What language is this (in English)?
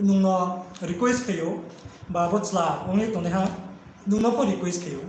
Riang (India)